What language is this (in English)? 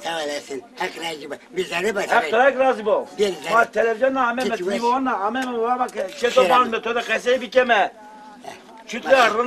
Zaza